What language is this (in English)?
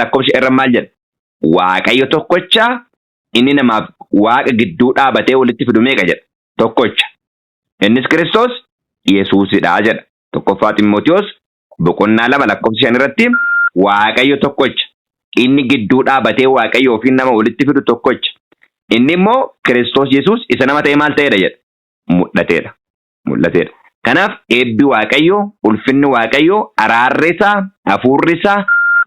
Oromo